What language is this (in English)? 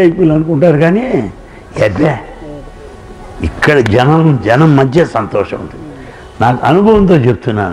Telugu